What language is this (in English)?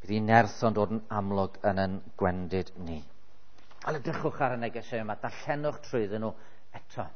Welsh